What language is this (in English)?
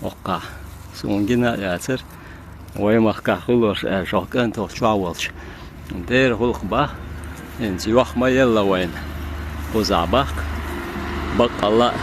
Chechen